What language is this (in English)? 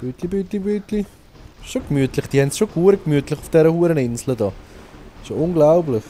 Swiss German